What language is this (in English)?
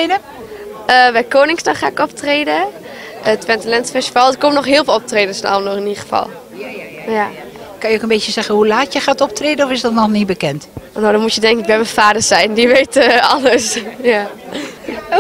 Dutch